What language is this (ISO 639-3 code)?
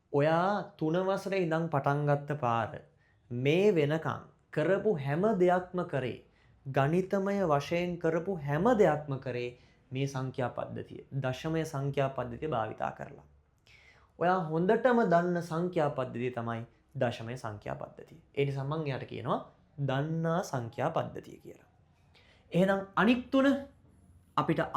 sin